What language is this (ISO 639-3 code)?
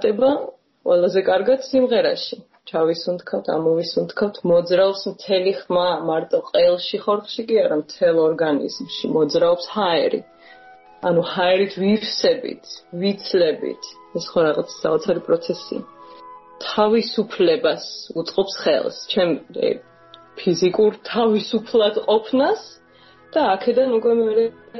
kat